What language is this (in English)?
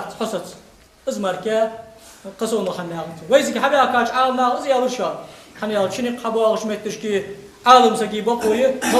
Ingush